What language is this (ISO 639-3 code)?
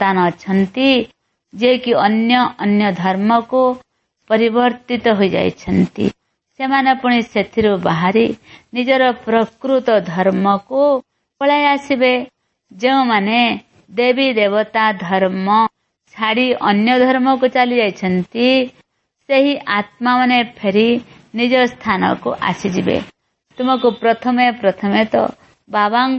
ori